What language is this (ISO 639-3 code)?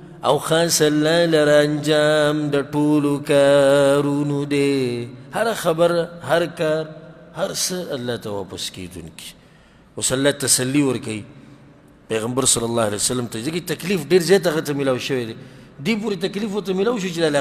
pus